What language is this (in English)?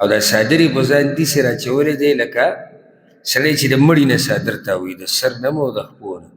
Pashto